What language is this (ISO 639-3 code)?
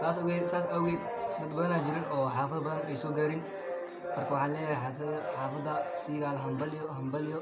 som